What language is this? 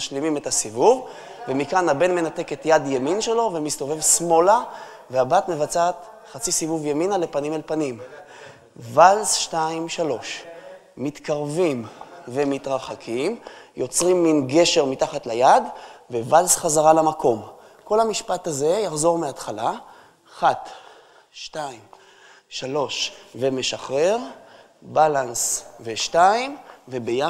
Hebrew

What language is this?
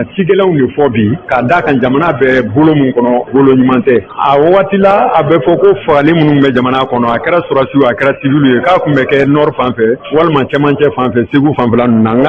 Bambara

